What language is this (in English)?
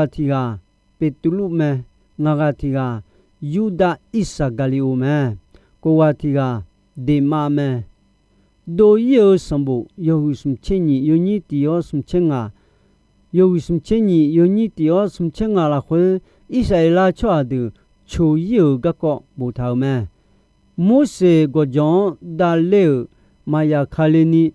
Akha